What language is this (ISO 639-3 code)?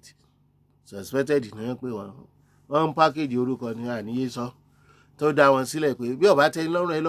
yor